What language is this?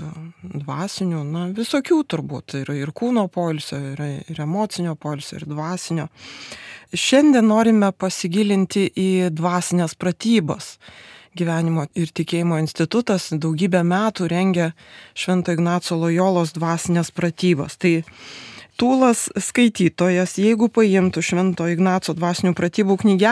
Lithuanian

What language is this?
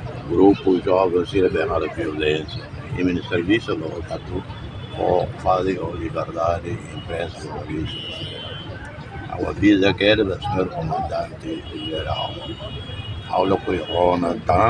Tetum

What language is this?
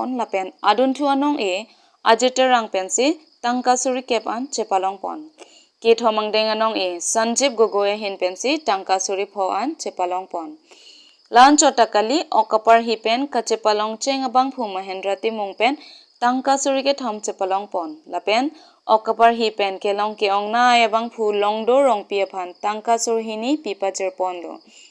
Karbi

